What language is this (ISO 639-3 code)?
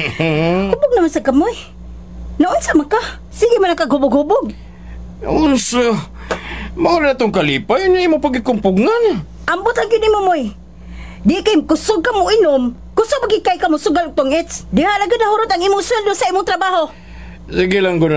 ceb